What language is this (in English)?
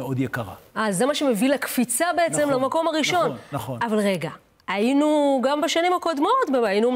Hebrew